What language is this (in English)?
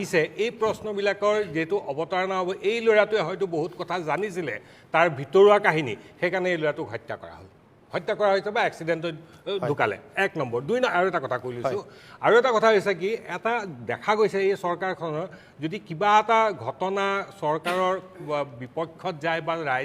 Assamese